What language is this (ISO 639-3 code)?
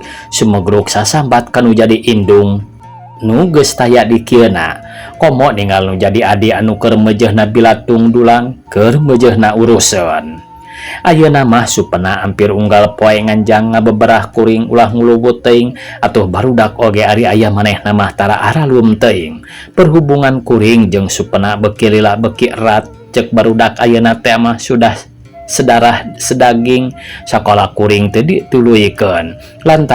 sun